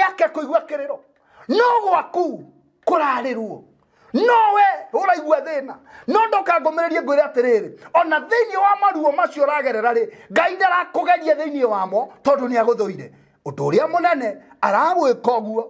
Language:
Kikuyu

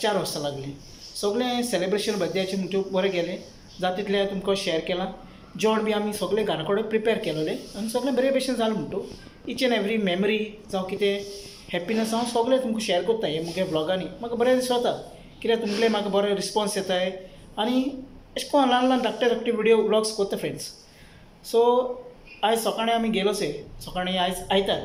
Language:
Konkani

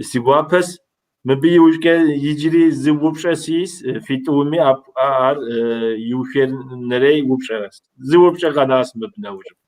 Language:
Kabardian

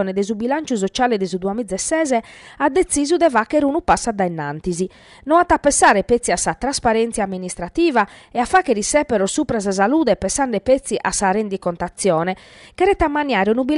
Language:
Sardinian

